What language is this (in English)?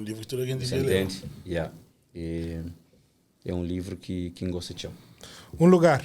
Kabuverdianu